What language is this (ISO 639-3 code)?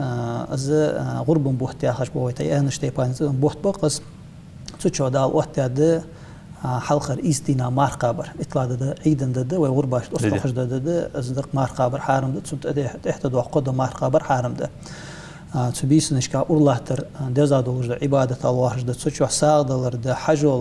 inh